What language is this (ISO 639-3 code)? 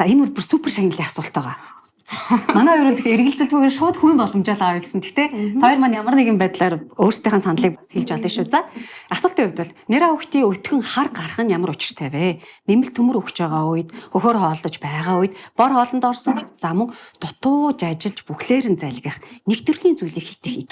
mon